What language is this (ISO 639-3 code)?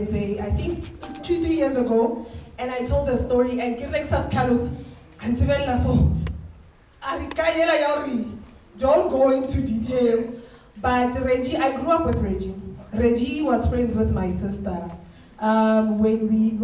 nso